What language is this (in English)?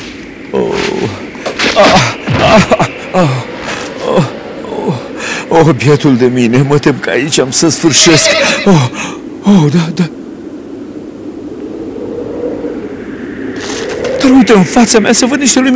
Romanian